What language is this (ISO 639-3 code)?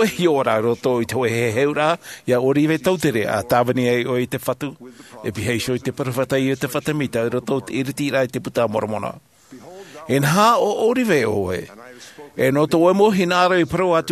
tah